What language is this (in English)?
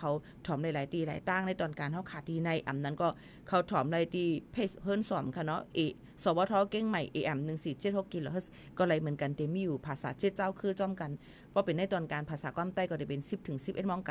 Shan